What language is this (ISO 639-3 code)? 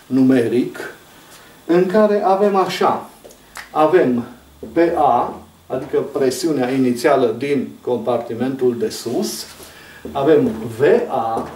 ron